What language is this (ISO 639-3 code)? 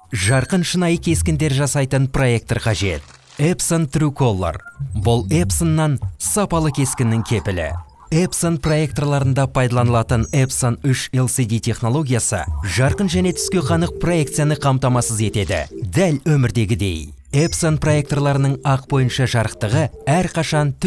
kaz